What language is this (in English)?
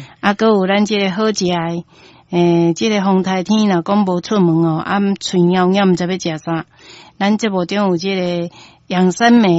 Min Nan Chinese